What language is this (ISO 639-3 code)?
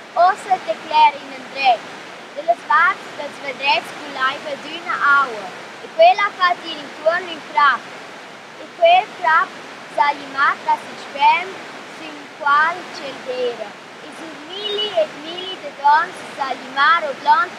roh